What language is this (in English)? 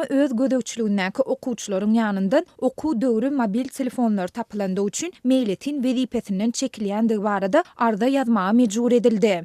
Turkmen